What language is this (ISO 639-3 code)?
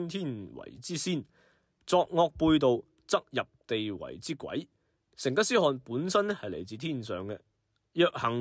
yue